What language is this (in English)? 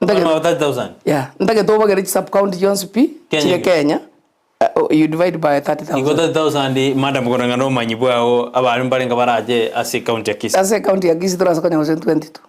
Gusii